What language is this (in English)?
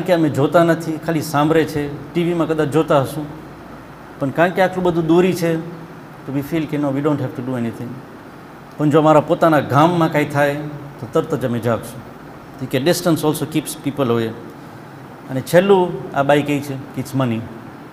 Gujarati